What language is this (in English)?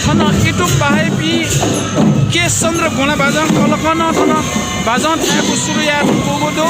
Newari